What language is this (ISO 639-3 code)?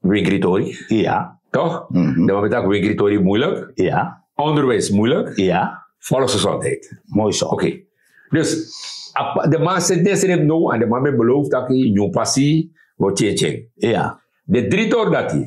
srn